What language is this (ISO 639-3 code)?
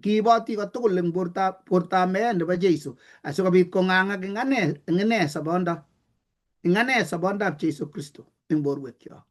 kln